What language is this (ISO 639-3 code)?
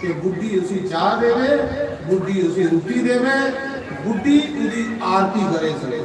doi